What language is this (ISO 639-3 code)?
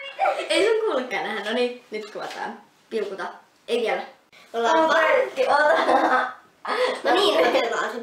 fin